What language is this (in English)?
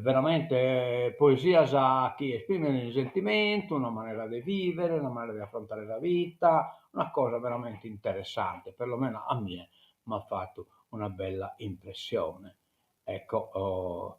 Sardinian